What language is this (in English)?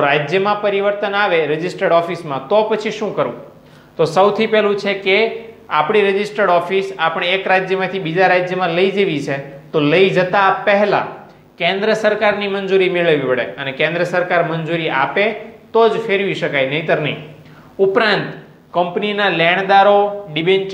Gujarati